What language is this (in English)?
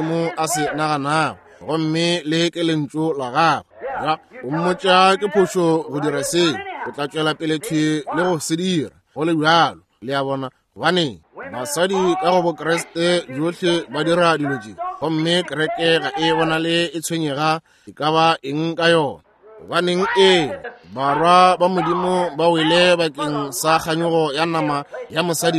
Northern Sotho